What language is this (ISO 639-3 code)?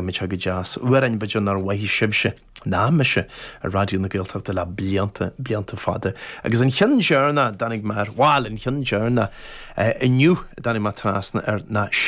gle